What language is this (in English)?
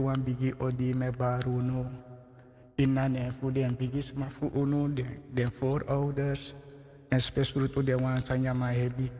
Sranan Tongo